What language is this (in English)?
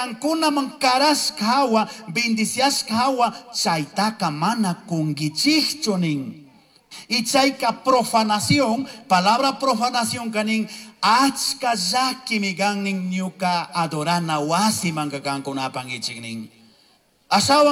Chimborazo Highland Quichua